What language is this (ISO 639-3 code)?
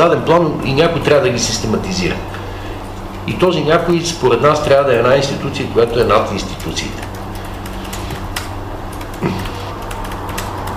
bul